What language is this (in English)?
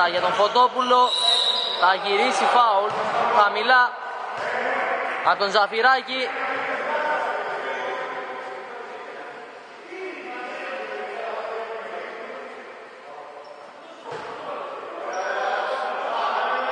Greek